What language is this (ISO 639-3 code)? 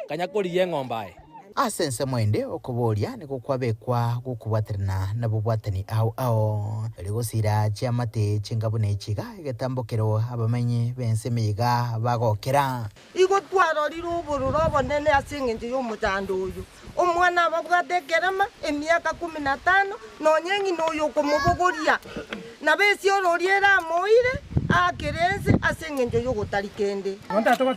guz